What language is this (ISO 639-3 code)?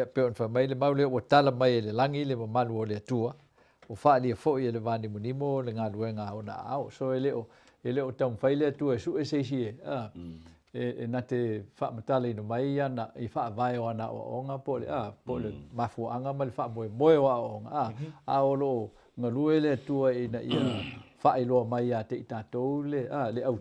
smo